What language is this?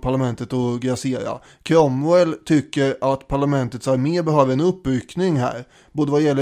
Swedish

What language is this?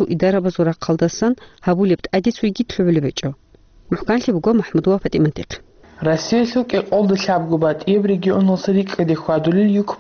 Avaric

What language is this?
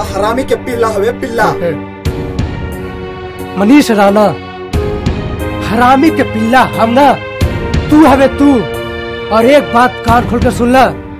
Bhojpuri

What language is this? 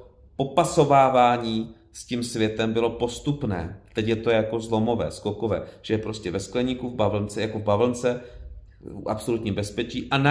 Czech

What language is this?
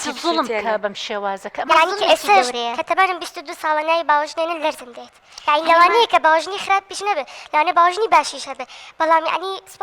Central Kurdish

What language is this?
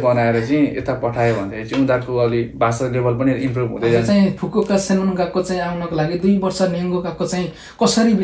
Nepali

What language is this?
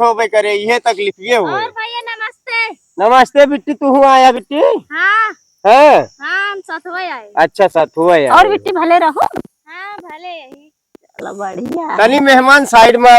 Awadhi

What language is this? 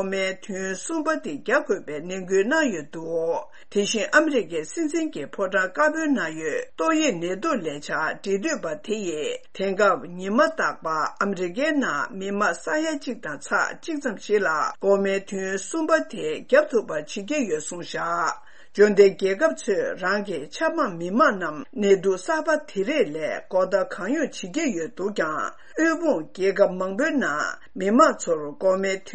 Tibetan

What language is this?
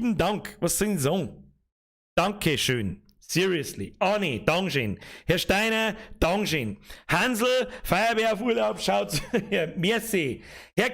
Bavarian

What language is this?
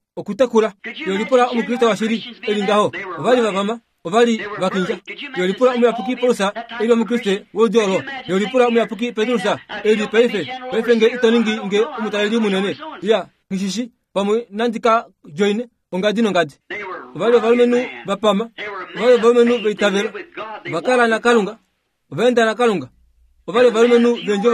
Kuanyama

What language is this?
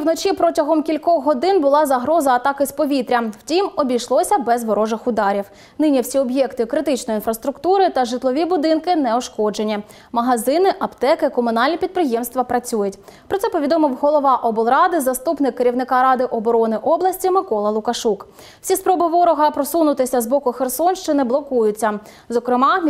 Ukrainian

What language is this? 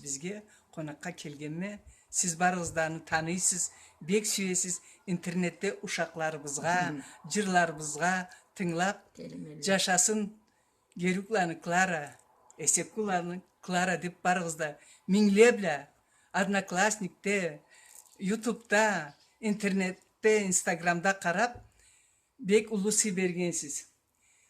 Karachay-Balkar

